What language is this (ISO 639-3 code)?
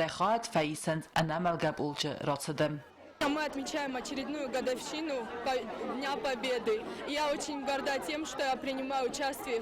oss